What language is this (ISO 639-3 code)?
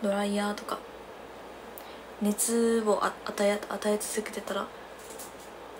jpn